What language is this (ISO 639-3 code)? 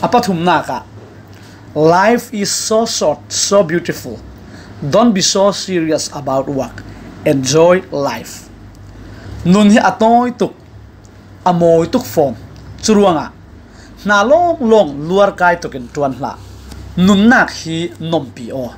cfm